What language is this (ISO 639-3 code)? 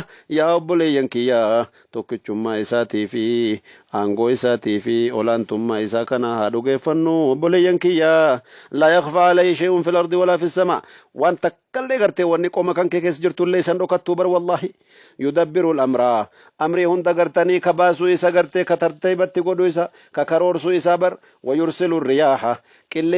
orm